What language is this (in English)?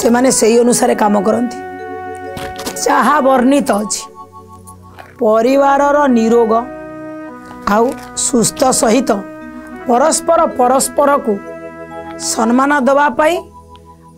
Odia